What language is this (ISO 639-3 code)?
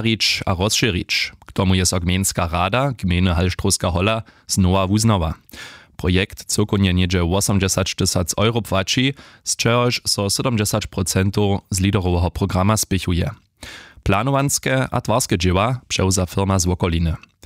hsb